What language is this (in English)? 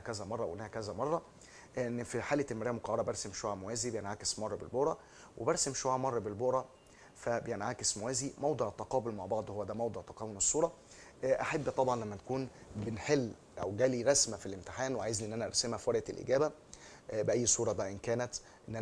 Egyptian Arabic